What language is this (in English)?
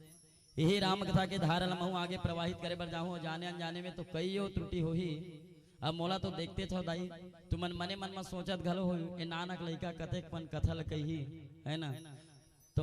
Chhattisgarhi